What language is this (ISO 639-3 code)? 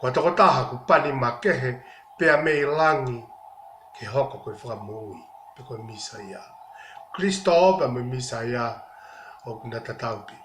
ton